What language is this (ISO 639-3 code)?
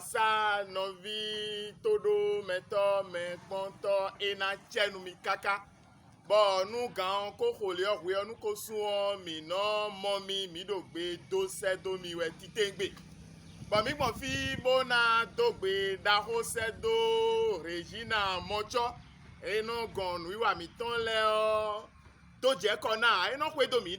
fon